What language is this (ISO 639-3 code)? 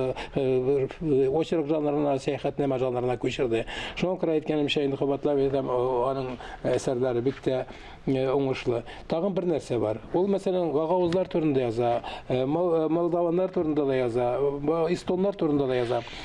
tat